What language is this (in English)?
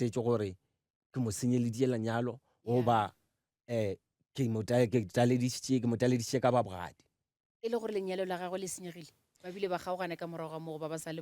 Northern Sotho